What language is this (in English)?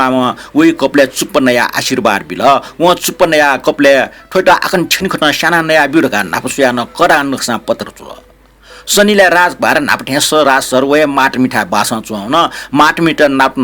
Newari